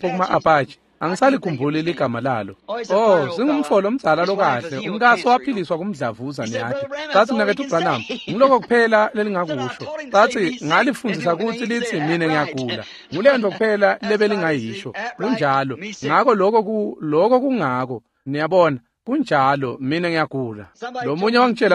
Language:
Swati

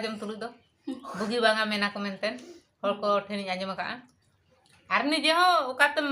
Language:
Santali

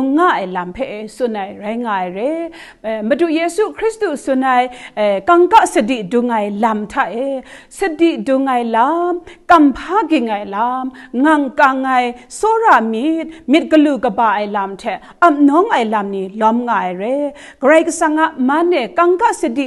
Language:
Kachin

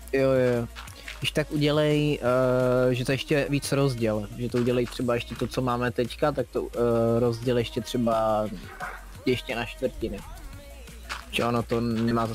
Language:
Czech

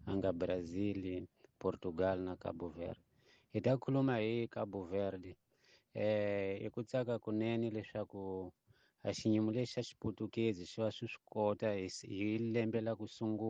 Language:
Tsonga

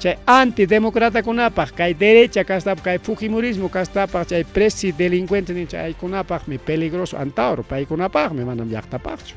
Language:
Ayacucho Quechua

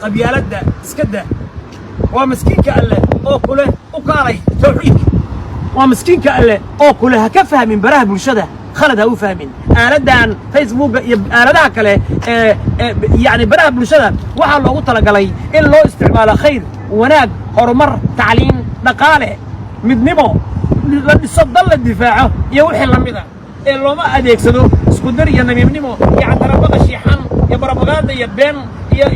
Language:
Somali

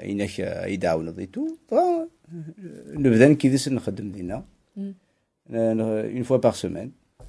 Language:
Kabyle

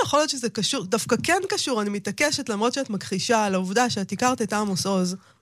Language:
Hebrew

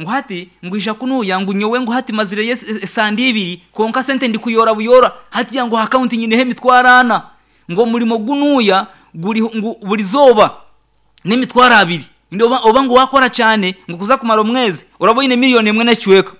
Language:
Nyankole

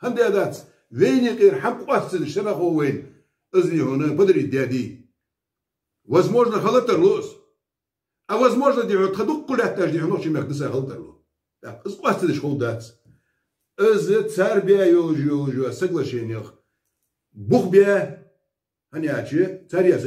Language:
Chechen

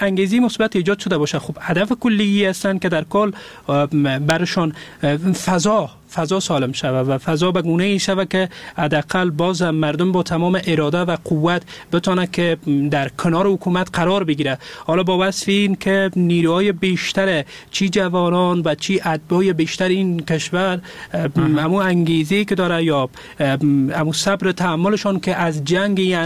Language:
Persian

